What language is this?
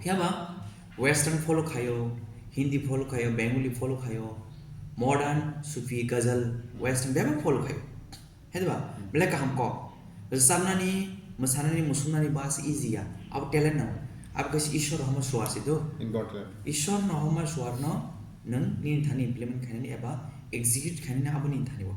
Kok Borok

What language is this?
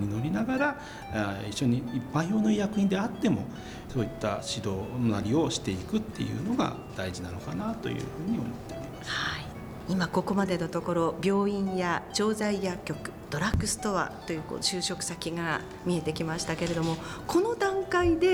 Japanese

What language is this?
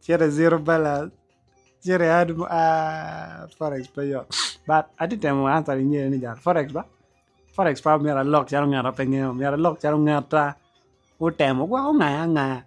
Acoli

